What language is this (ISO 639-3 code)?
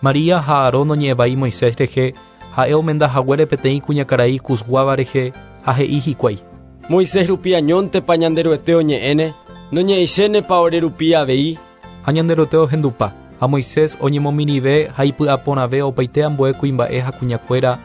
grn